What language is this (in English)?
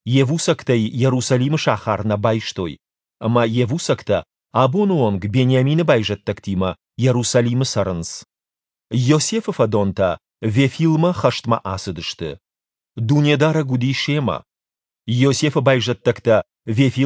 Ossetic